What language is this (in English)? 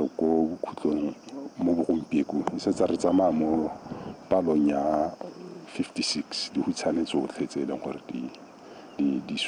Tswana